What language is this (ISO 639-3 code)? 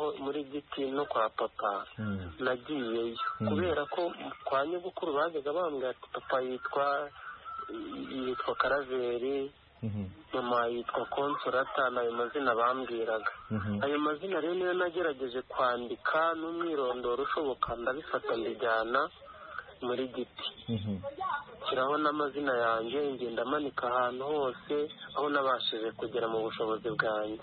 kin